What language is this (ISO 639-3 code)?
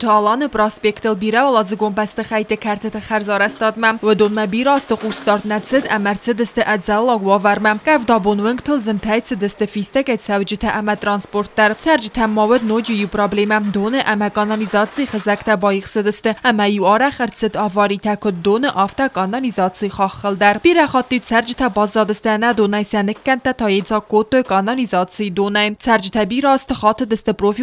oss